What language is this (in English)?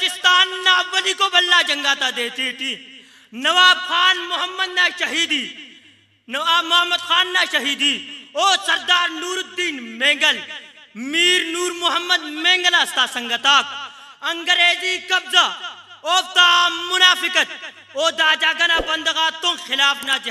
Brahui